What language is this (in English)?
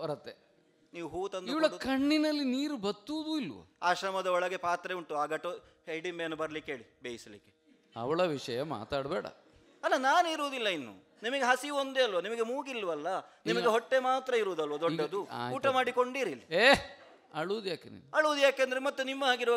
Kannada